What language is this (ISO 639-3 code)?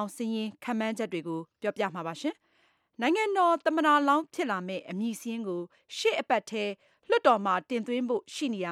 mya